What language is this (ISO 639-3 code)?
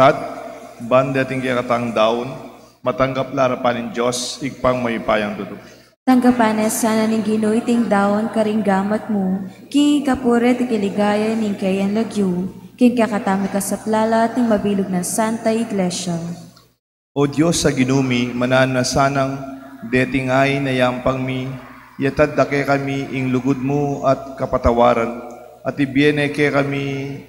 pam